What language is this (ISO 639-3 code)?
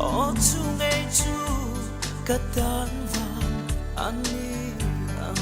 lus